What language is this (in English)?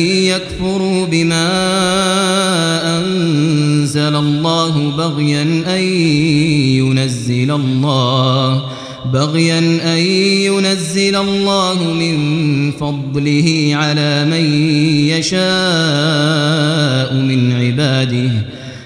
Arabic